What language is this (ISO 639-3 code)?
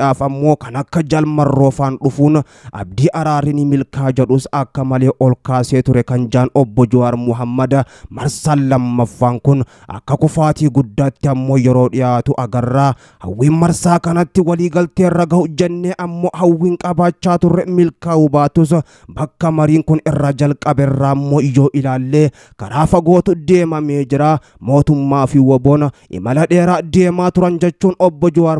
orm